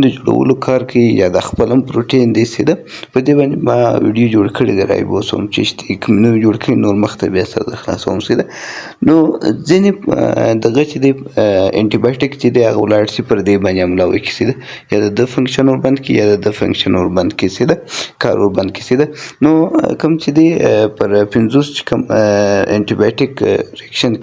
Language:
Pashto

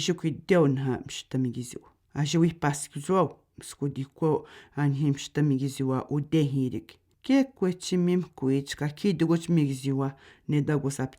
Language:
Atikamekw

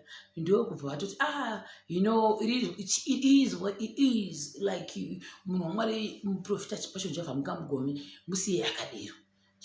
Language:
Shona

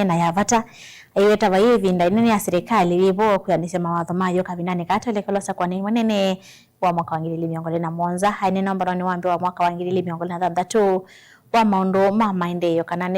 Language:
Kamba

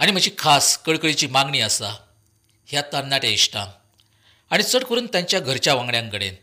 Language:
Konkani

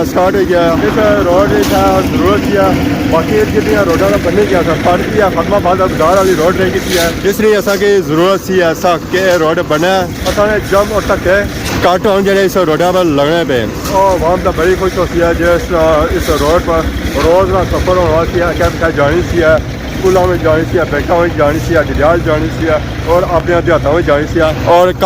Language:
Pahari-Potwari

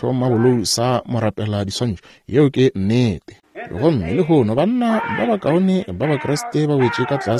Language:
Northern Sotho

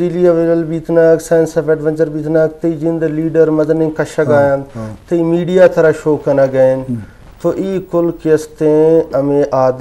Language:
Eastern Balochi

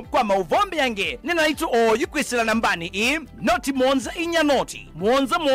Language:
Kamba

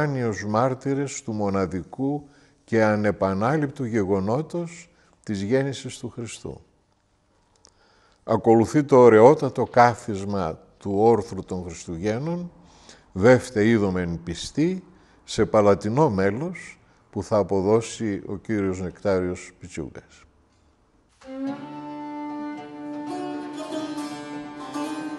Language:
Greek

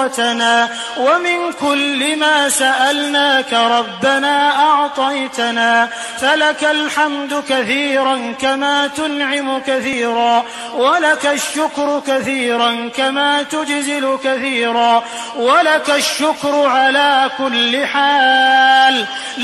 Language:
Arabic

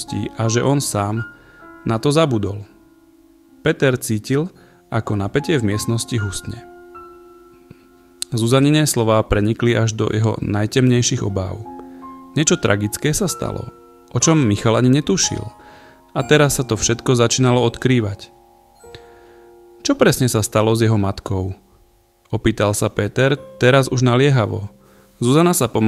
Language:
Slovak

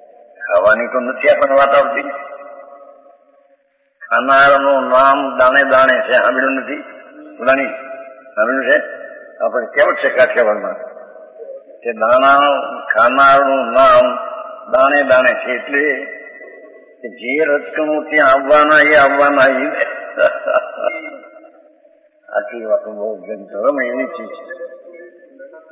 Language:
Gujarati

